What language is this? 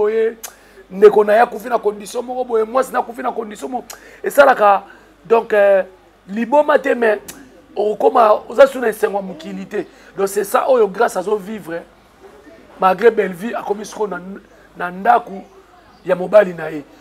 Lingala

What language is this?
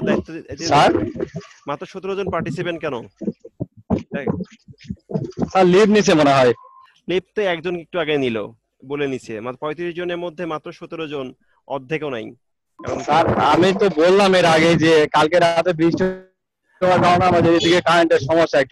Bangla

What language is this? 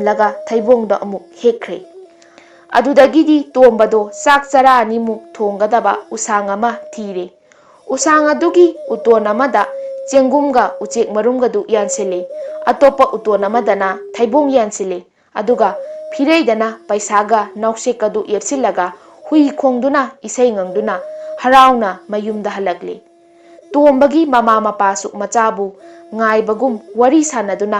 Manipuri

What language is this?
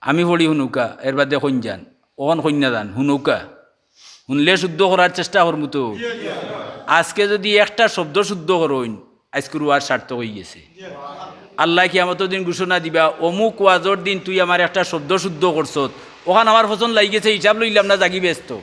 Sylheti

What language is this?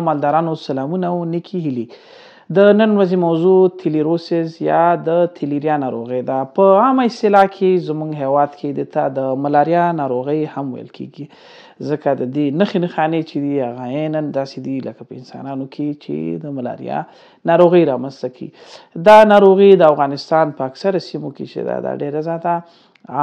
Pashto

